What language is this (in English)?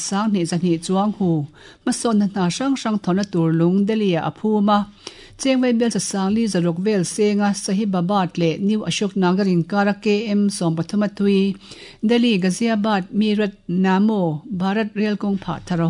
Mizo